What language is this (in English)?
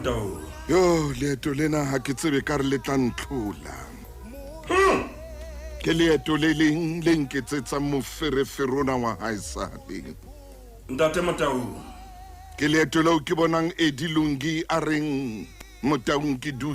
Southern Sotho